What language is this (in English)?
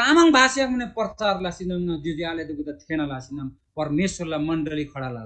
Eastern Tamang